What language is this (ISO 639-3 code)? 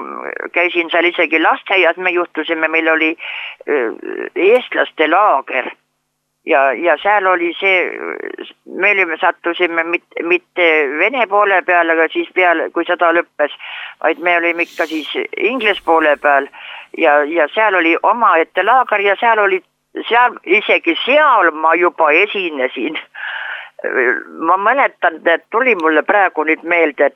est